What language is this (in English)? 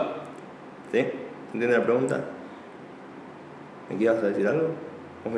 Spanish